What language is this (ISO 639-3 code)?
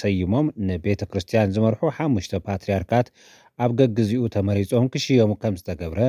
tir